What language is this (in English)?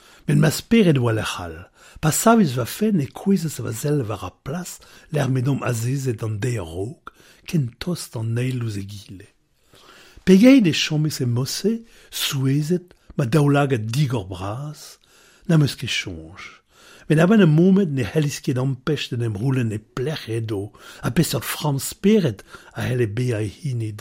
Breton